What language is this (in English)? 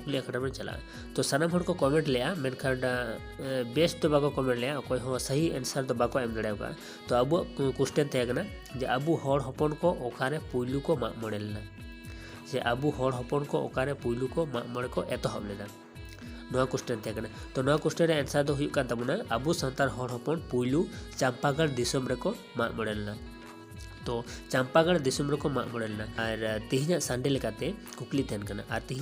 Santali